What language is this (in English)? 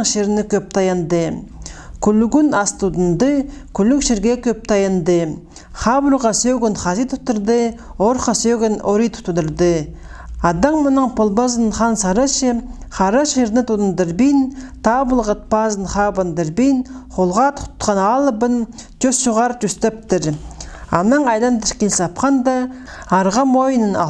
Khakas